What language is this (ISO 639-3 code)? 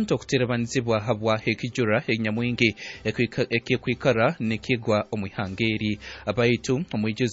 nyn